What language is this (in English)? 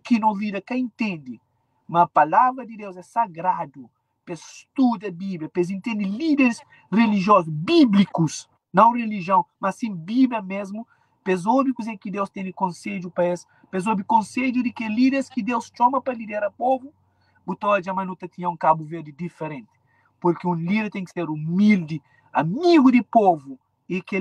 Kabuverdianu